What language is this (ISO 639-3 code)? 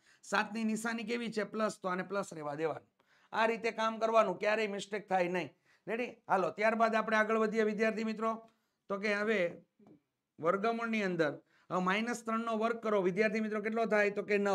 guj